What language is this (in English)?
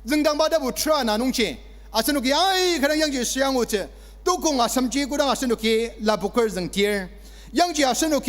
Ao Naga